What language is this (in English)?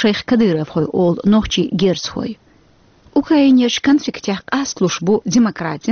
Chechen